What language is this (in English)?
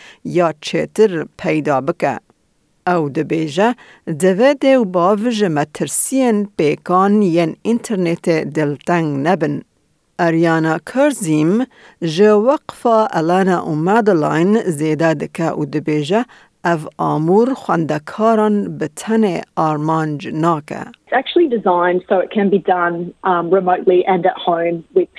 Kurdish